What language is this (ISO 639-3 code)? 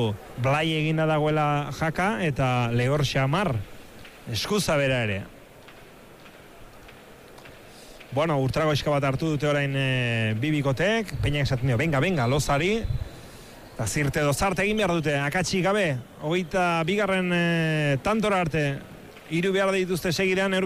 eus